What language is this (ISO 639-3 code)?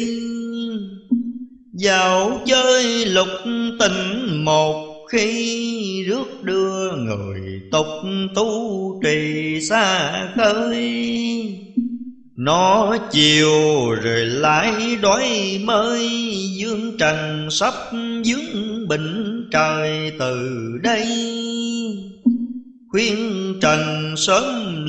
vie